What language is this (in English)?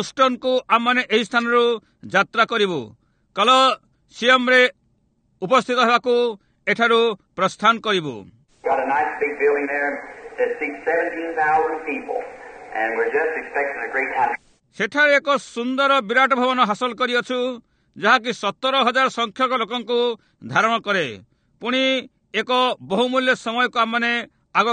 Odia